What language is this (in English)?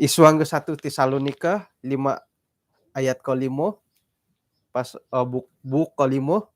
Central Dusun